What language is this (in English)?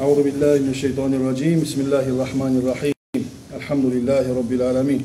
Kumyk